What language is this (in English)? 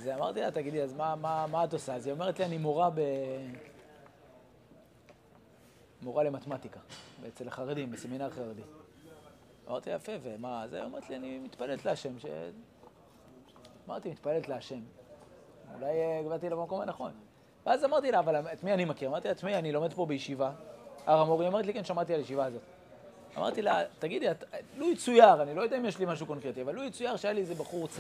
Hebrew